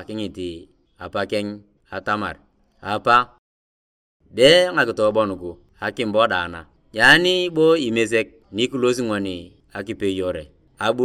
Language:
Turkana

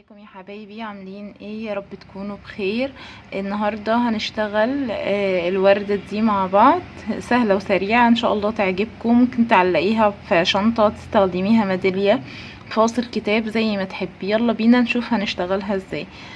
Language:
Egyptian Arabic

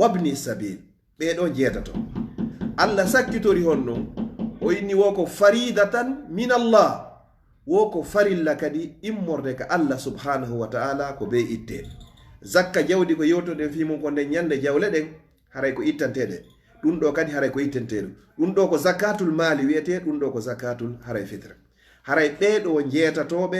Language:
Fula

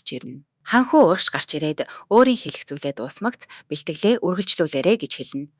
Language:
Mongolian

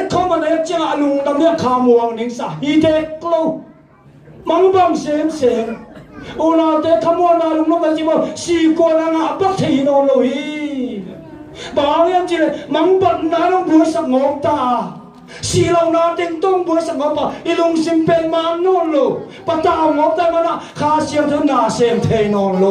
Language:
Tedim Chin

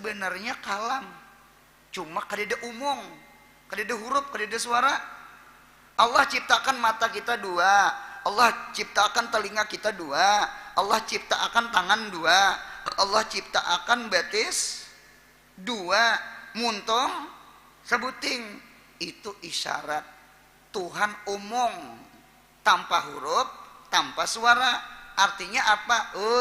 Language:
Banjar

